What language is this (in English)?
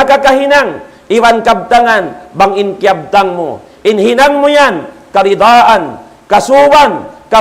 Tausug